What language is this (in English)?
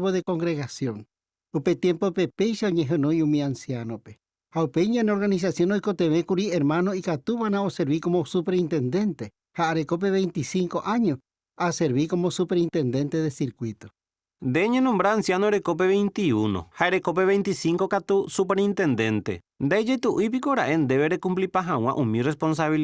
Guarani